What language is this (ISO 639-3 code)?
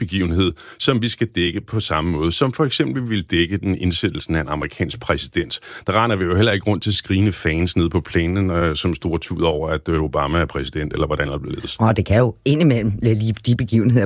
dan